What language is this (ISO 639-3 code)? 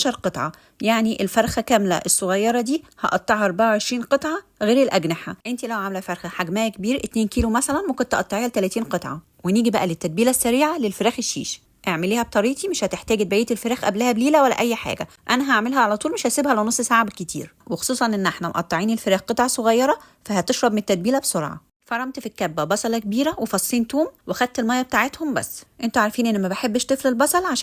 arz